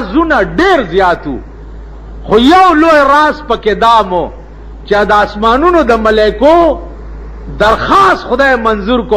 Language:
Pashto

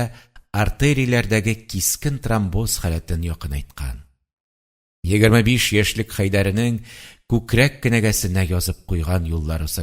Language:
Tatar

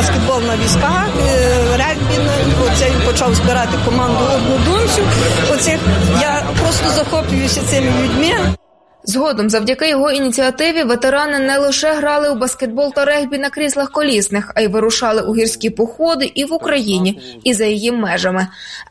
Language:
Ukrainian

